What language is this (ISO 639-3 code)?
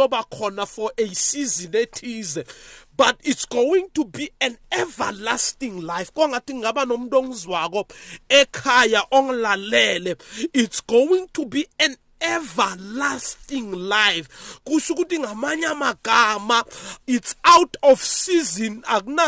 nbl